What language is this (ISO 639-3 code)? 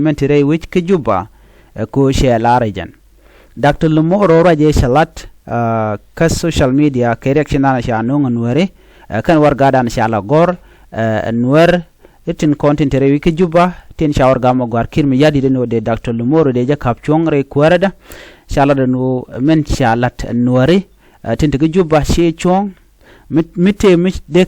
nus